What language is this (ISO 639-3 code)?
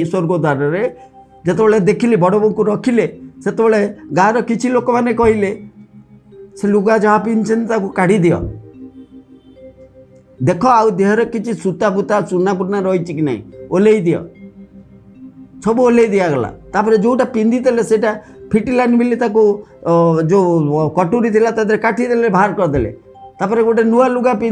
ori